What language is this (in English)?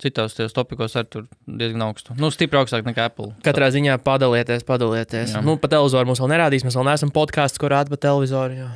Latvian